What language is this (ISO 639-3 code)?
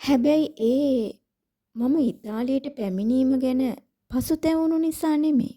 sin